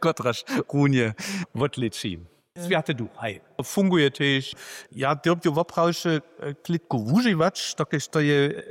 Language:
Upper Sorbian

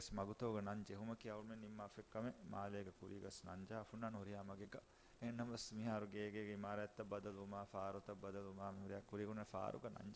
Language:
Divehi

